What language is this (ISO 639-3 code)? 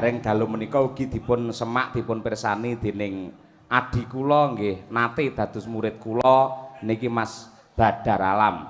jav